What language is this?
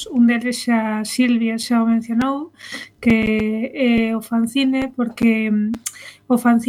Galician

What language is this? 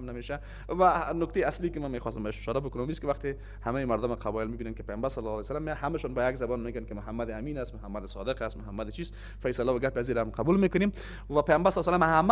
Persian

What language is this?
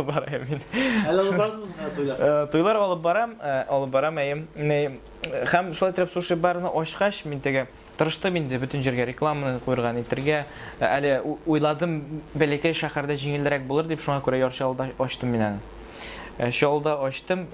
Tatar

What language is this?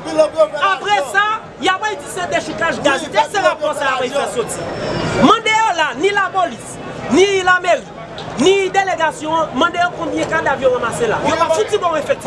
Haitian Creole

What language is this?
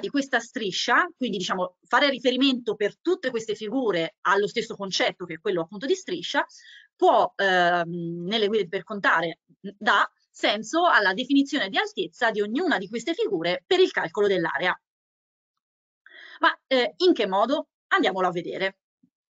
Italian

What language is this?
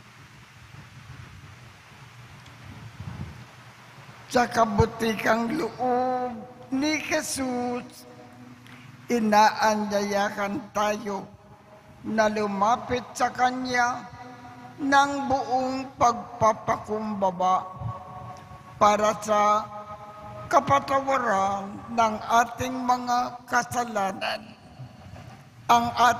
Filipino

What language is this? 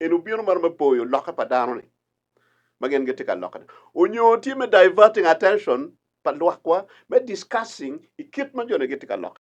Acoli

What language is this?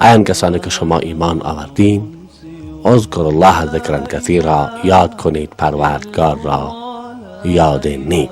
Persian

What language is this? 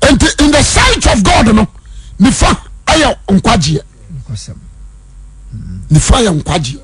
Akan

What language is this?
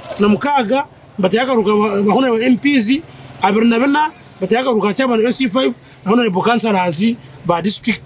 Nyankole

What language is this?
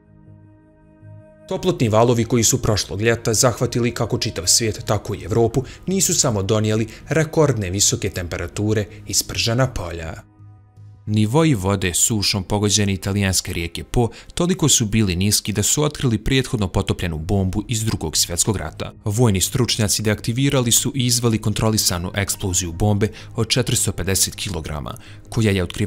Bosnian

